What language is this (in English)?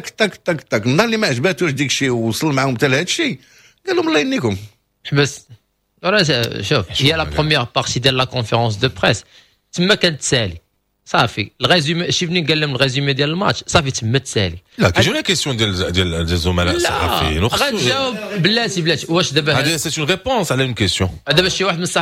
Moroccan Arabic